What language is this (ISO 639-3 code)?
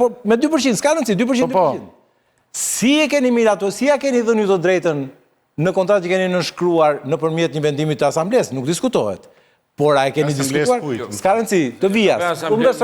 sqi